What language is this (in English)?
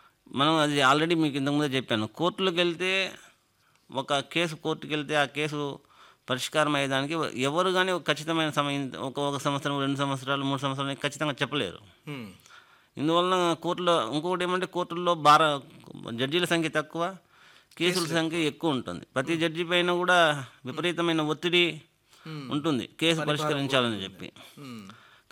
Telugu